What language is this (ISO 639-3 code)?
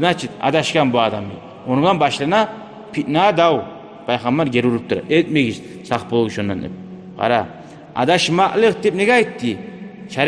kum